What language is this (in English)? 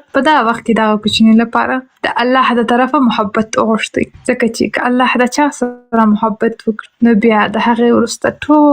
Pashto